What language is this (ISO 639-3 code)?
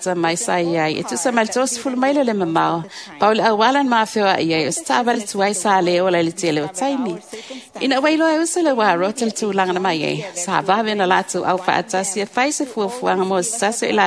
smo